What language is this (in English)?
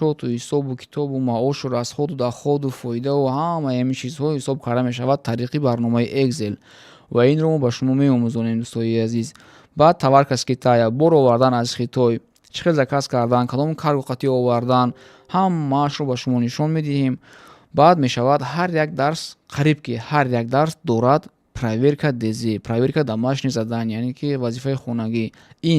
Tajik